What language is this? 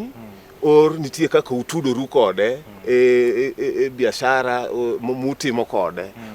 Luo (Kenya and Tanzania)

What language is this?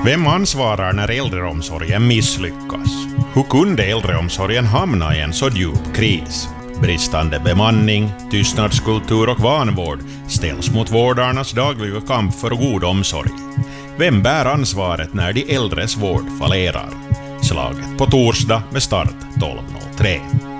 Swedish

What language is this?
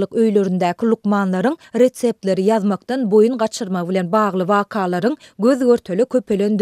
Turkmen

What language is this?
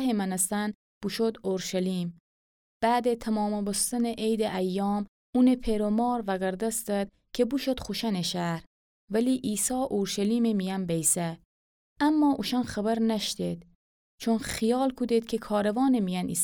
Gilaki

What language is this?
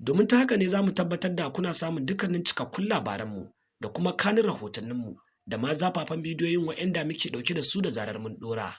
Hausa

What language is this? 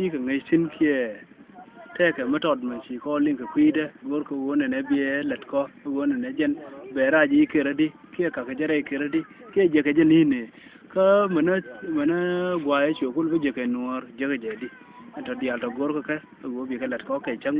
Nuer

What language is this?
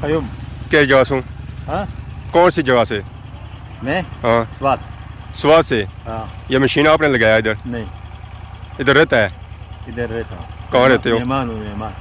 Pahari-Potwari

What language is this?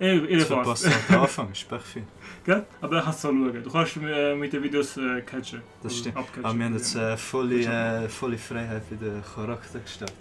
Swiss German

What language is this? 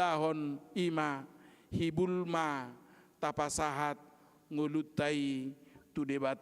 Batak Toba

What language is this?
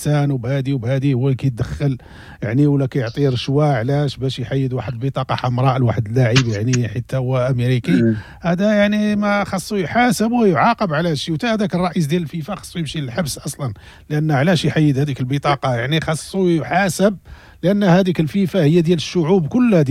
Moroccan Arabic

